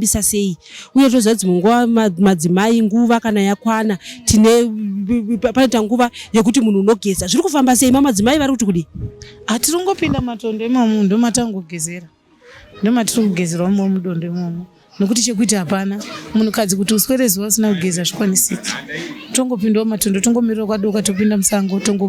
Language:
Shona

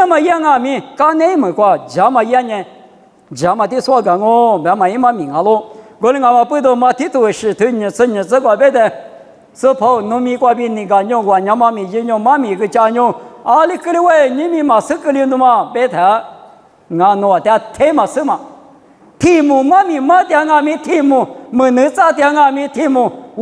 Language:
Lisu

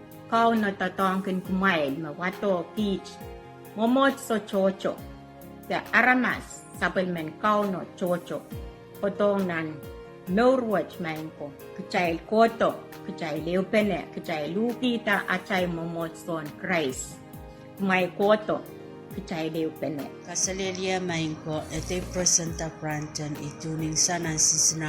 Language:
Pohnpeian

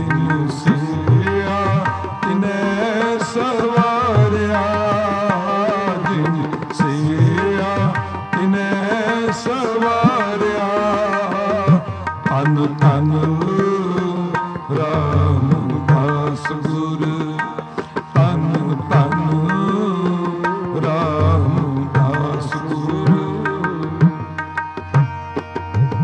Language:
Punjabi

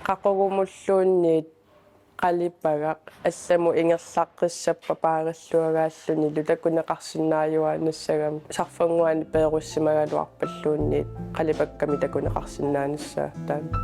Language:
Kalaallisut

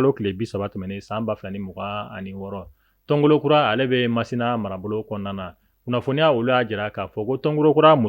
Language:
Bambara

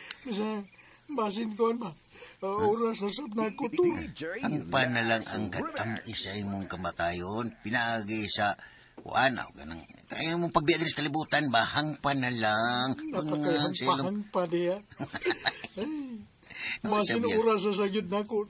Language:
Cebuano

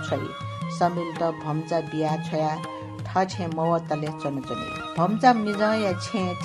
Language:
Newari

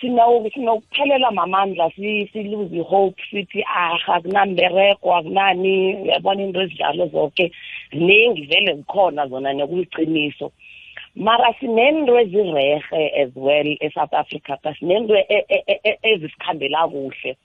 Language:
South Ndebele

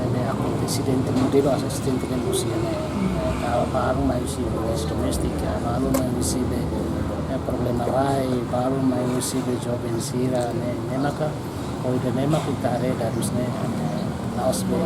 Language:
Tetum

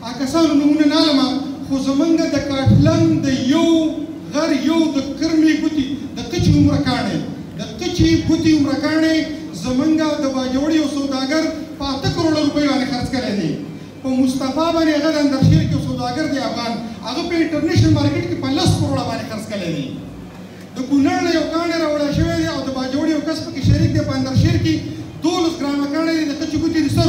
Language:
Pashto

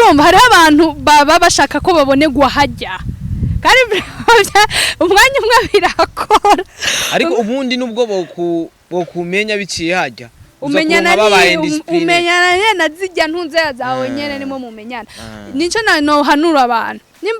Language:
Rundi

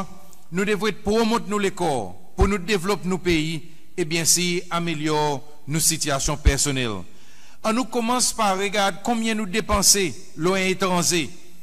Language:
Seselwa Creole French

